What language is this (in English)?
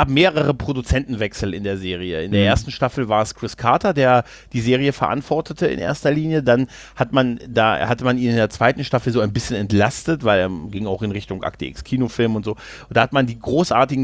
German